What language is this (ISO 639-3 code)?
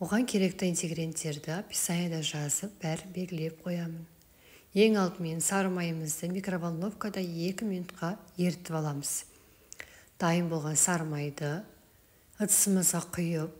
kaz